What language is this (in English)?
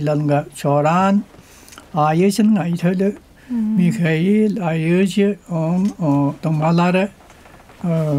Tuvinian